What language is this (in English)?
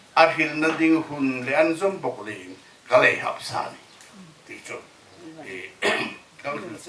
Hmar